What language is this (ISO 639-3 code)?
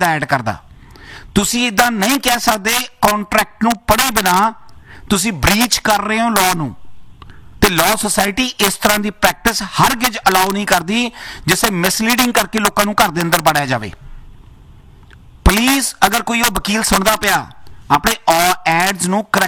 pan